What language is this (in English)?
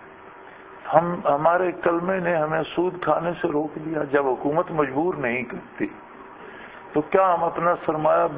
Urdu